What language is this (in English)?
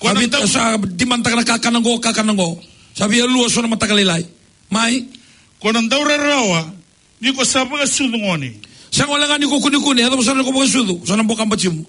Fijian